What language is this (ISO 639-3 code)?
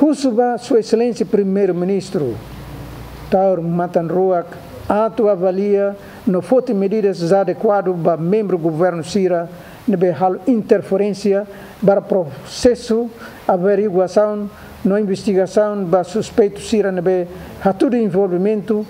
tet